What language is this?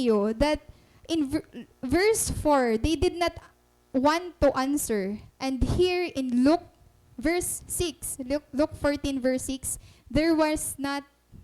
Waray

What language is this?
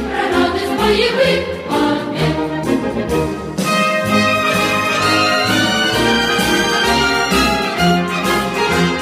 Russian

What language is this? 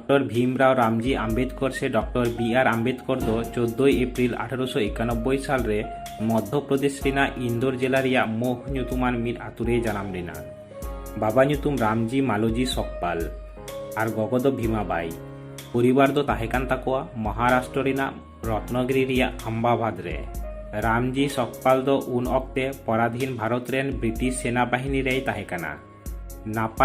Santali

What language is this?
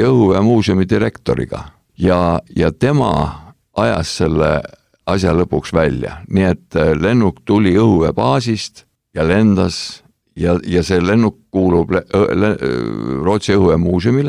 Estonian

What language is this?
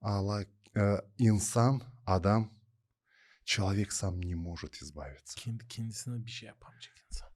Gagauz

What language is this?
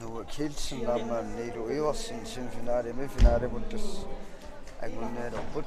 Kalaallisut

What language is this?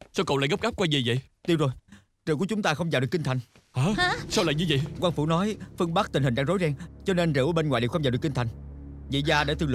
Vietnamese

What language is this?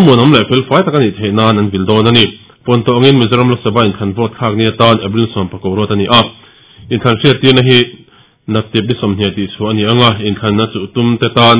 Mizo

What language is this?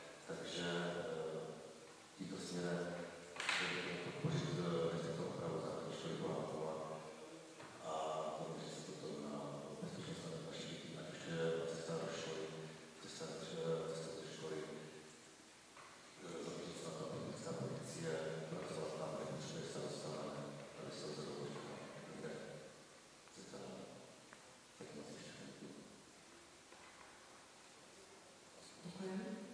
Czech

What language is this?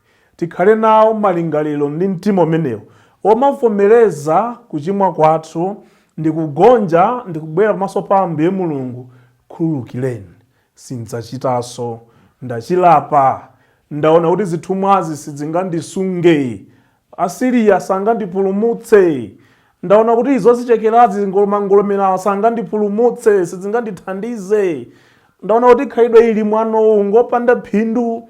Nyanja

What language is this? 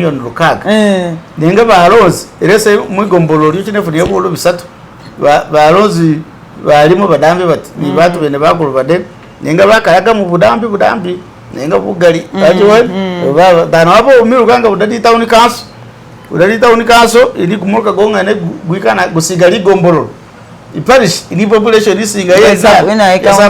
Masaaba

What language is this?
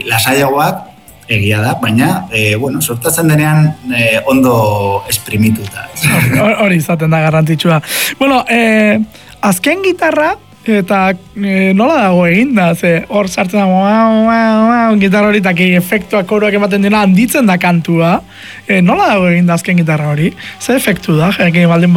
Basque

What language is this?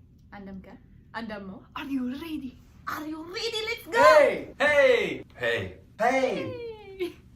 Cebuano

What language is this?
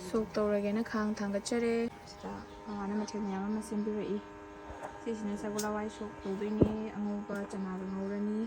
Manipuri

